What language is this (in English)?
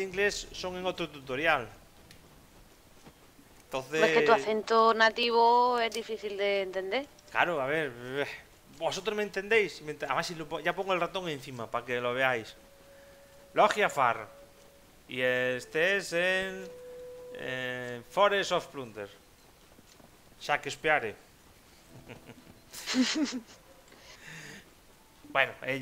Spanish